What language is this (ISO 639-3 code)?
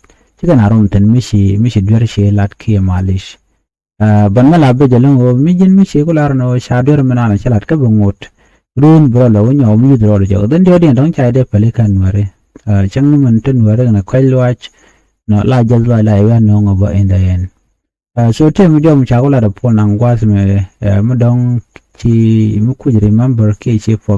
nus